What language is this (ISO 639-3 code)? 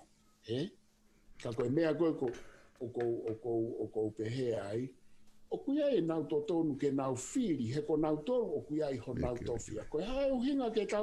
ton